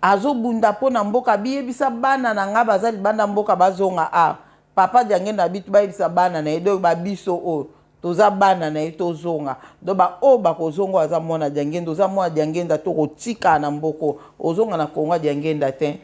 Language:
Lingala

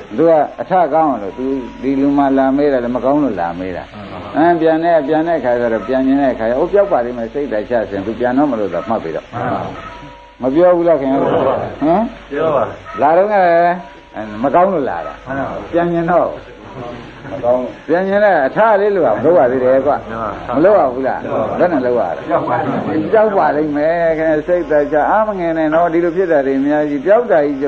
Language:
Burmese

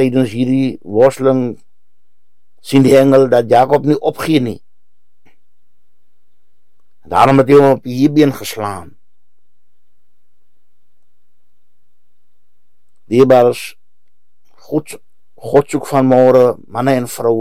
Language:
Afrikaans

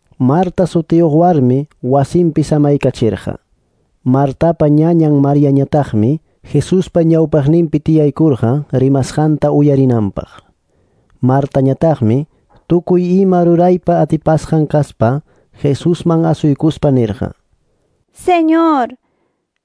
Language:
Quechua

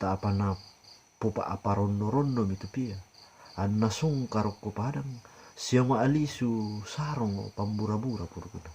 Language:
Toraja-Sa'dan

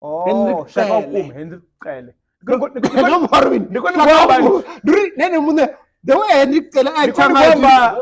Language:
Venda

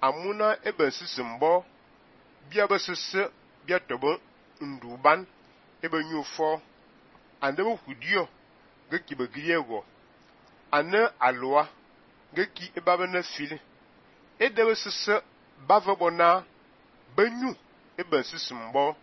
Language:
Fang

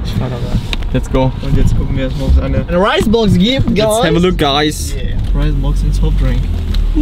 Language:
German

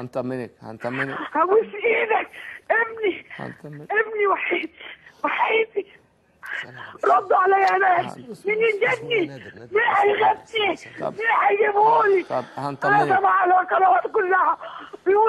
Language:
Egyptian Arabic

